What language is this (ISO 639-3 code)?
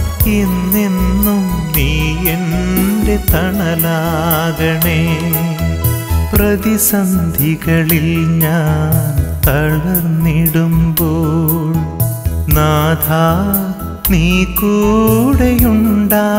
mal